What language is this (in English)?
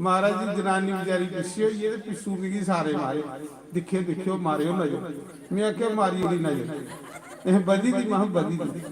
Dogri